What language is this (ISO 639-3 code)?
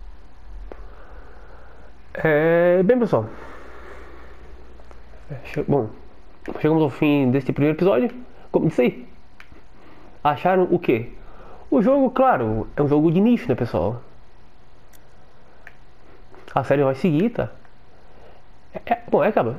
por